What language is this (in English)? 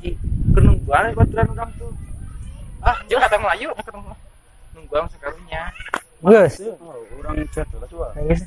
Sundanese